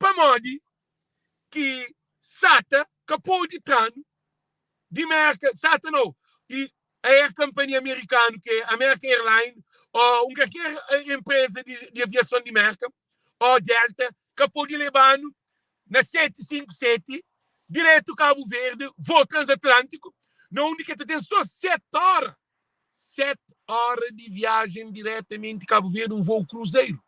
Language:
Kabuverdianu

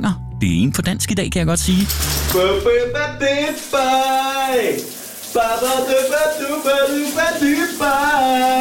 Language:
Danish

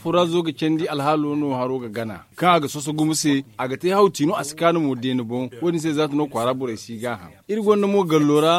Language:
Zarma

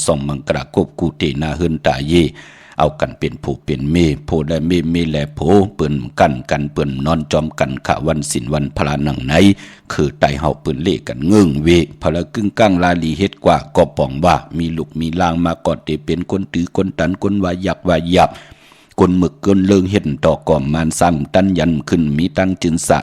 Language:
Shan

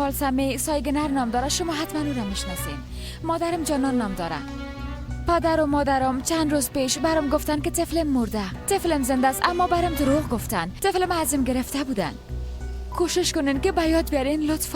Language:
Persian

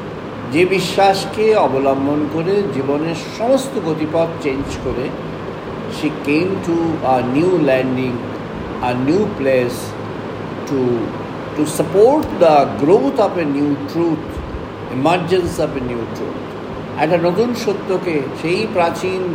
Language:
Bangla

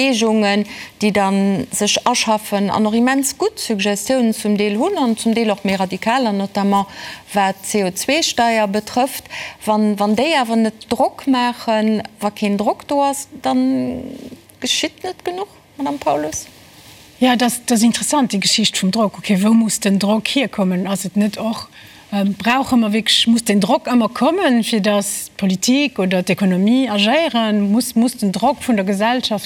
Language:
Luxembourgish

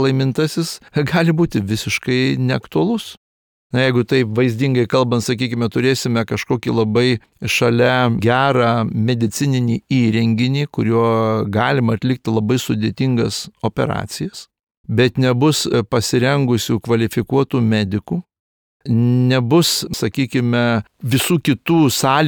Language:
Lithuanian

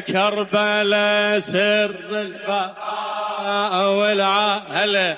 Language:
Mesopotamian Arabic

